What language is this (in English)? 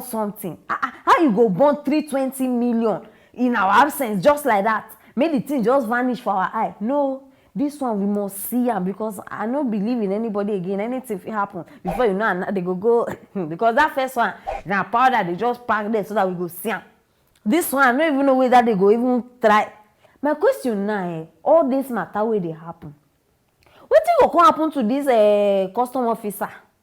Nigerian Pidgin